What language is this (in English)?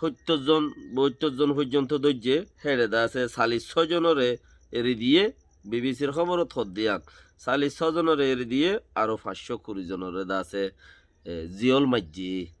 Rohingya